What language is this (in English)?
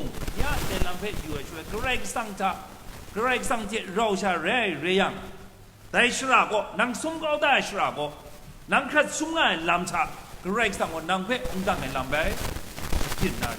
Kachin